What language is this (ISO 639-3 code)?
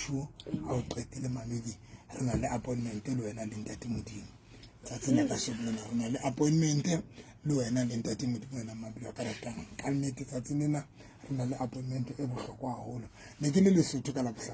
sot